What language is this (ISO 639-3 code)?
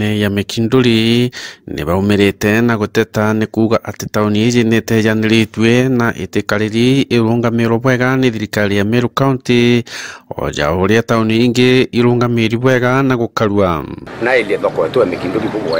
mer